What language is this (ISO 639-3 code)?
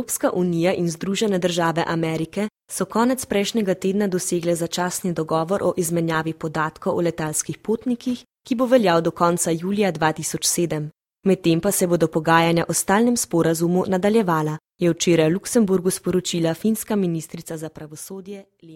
slv